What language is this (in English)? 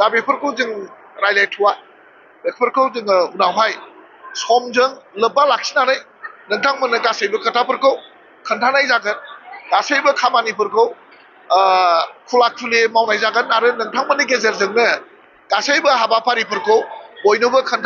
Bodo